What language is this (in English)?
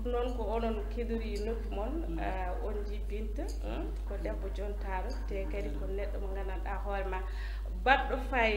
Fula